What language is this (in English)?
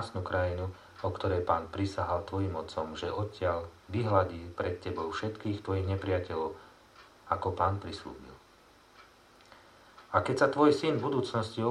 Slovak